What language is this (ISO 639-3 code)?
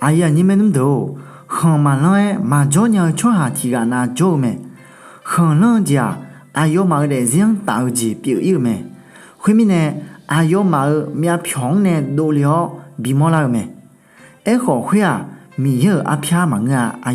ahk